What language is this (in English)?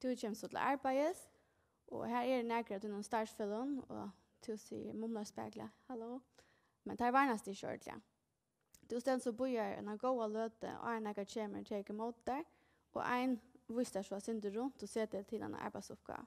Faroese